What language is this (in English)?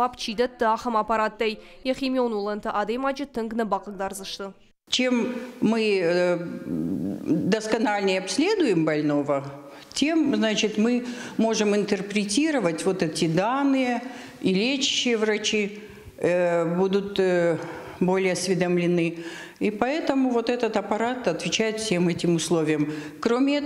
Ossetic